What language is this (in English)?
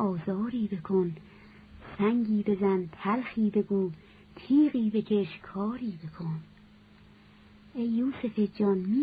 Persian